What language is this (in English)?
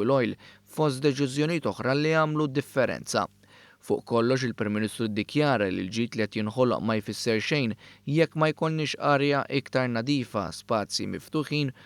Maltese